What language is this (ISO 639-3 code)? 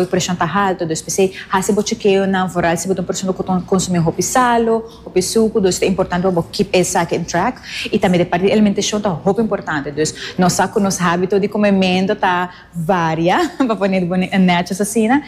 pap